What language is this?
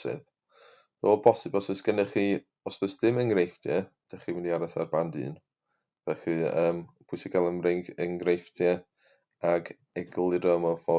Welsh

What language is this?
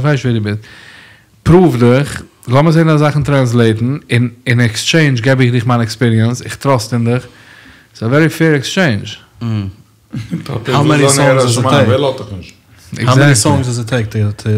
Yiddish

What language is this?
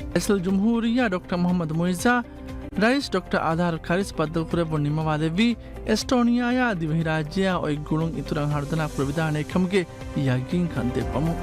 Divehi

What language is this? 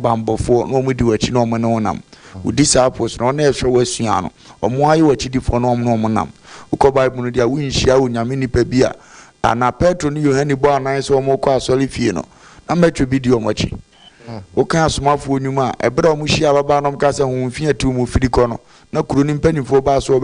Akan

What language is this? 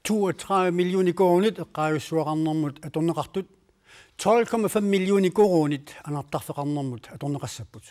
Kalaallisut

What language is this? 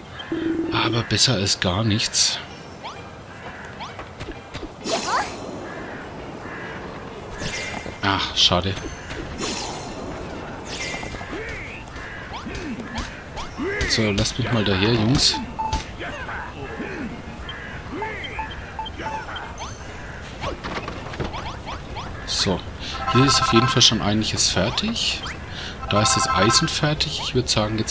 German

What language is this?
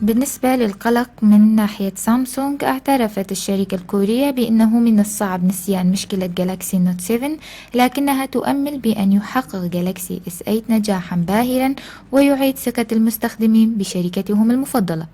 Kurdish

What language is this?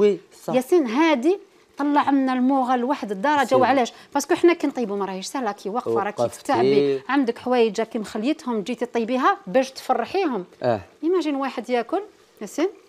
Algerian Arabic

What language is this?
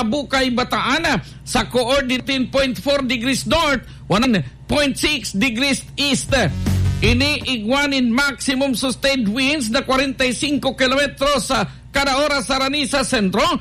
Bikol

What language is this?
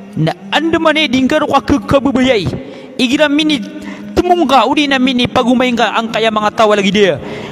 Maranao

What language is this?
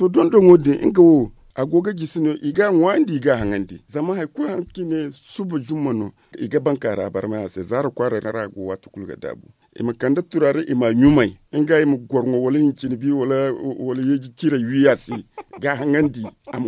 Zarma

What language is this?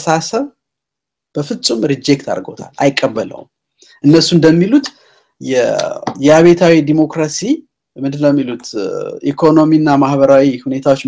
Amharic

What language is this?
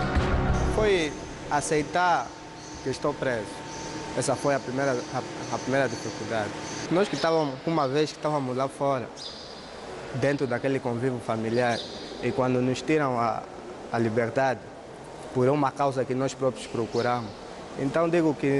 Portuguese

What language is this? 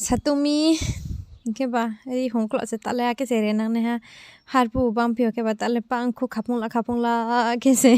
Riang (India)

